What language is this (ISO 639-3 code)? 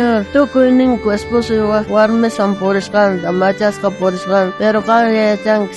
quh